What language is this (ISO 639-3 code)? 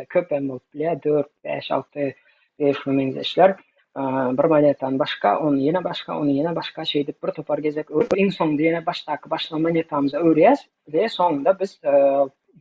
tuk